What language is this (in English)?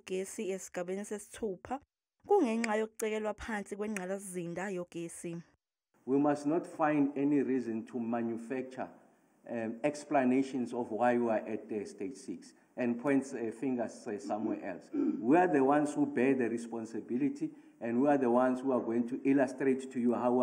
Zulu